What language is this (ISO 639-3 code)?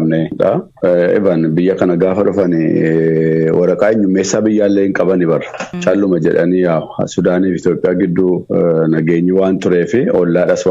orm